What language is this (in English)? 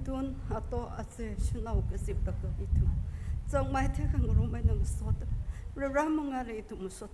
Tangkhul Naga (India)